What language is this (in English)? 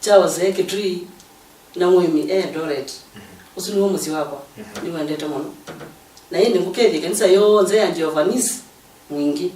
Kamba